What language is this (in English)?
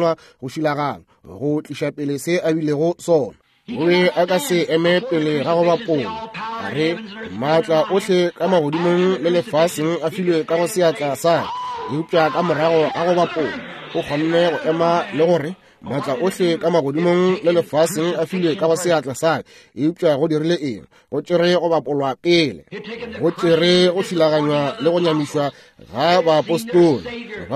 Northern Sotho